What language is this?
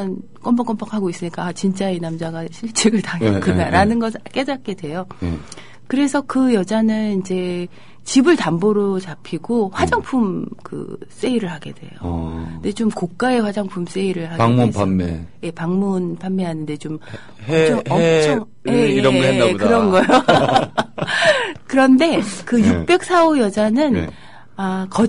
Korean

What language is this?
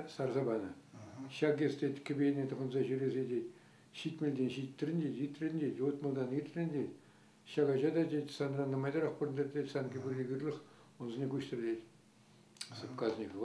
Chuvash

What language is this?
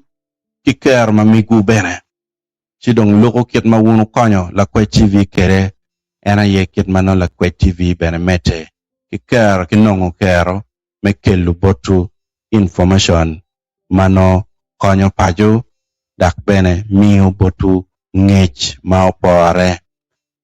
Acoli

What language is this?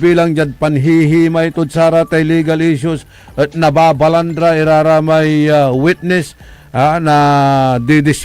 Pangasinan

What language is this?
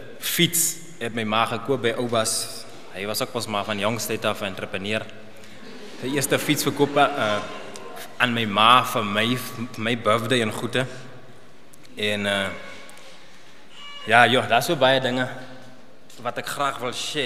Afrikaans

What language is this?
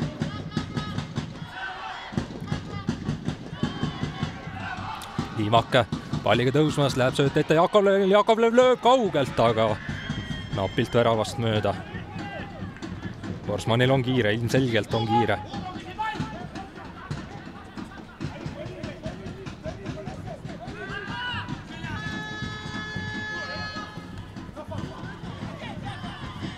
Estonian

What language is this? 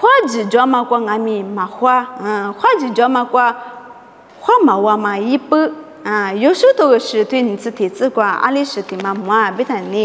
Lisu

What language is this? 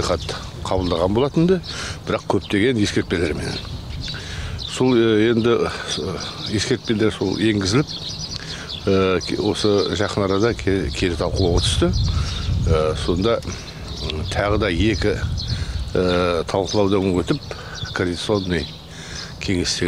Kazakh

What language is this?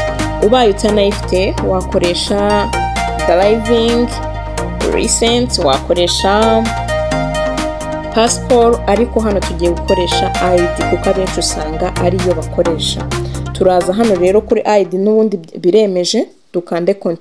Kinyarwanda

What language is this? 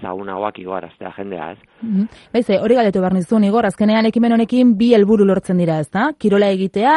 Basque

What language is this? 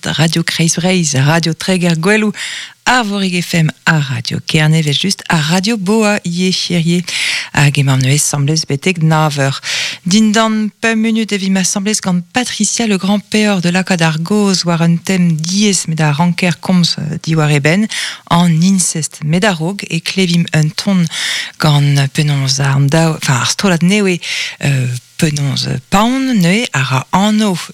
Breton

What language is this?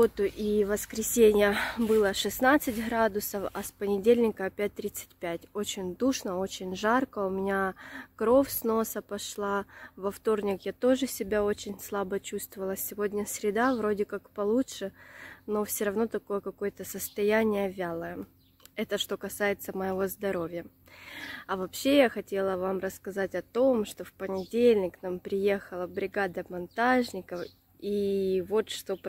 Russian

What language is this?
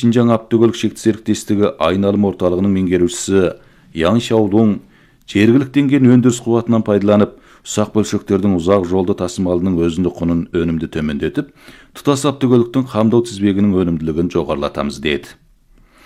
Kazakh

